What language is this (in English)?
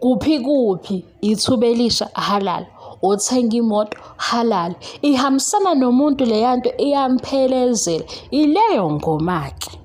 Zulu